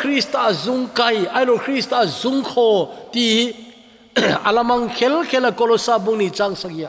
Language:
Thado Chin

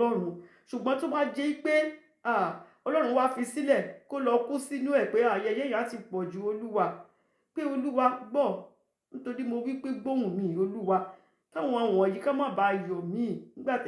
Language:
Yoruba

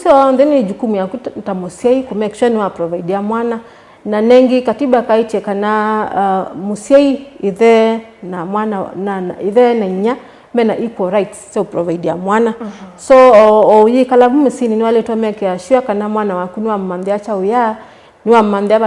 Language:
Kamba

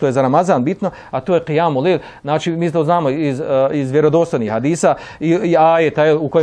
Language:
Bosnian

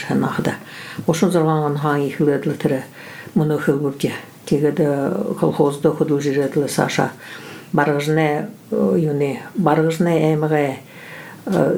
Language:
Buriat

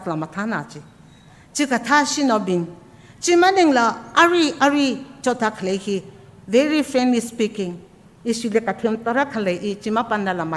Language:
Tangkhul Naga (India)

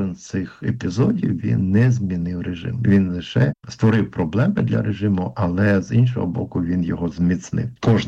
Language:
Ukrainian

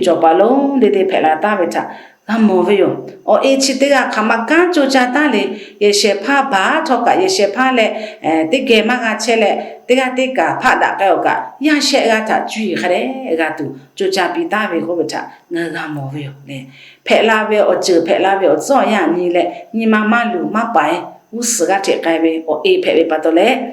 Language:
Lahu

